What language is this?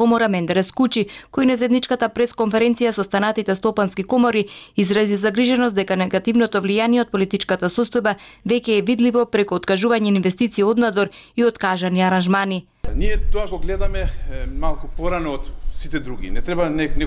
Macedonian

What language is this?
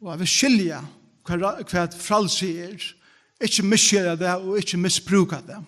Faroese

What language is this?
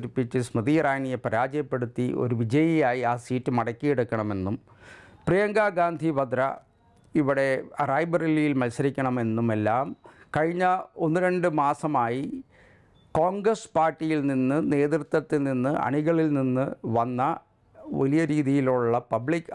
Malayalam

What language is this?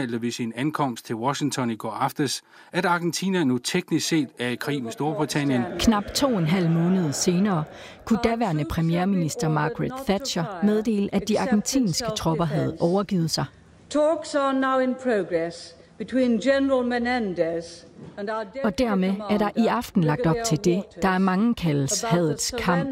Danish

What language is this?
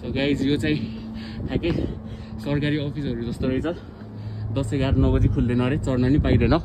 Nepali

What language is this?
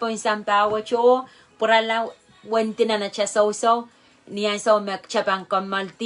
Pohnpeian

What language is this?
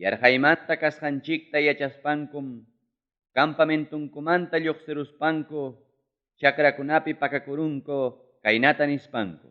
Ayacucho Quechua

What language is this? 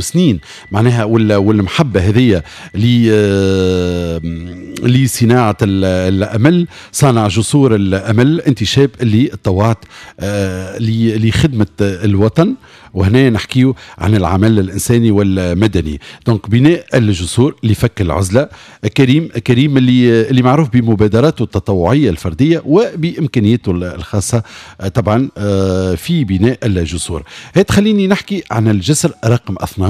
Tunisian Arabic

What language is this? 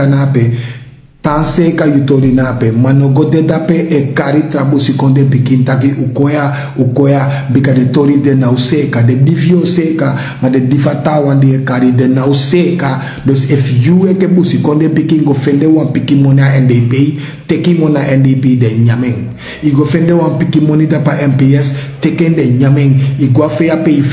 Sranan Tongo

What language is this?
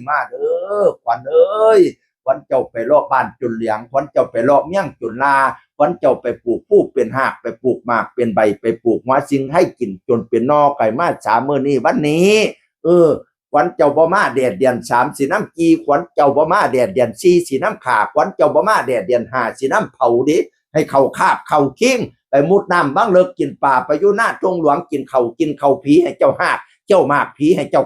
Northeastern Thai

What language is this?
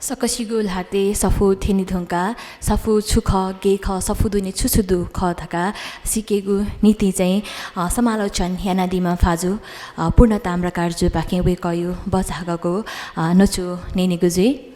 Newari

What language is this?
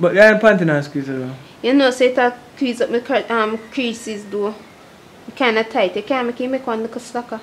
Jamaican Creole English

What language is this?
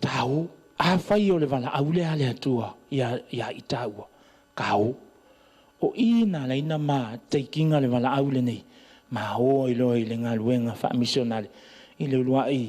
Samoan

